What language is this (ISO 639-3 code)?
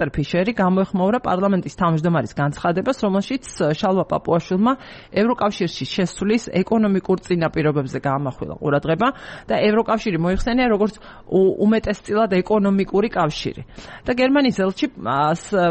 kat